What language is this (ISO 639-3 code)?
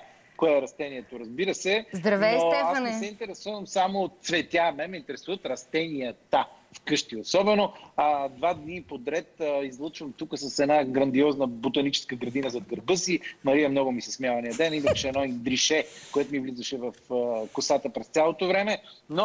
bul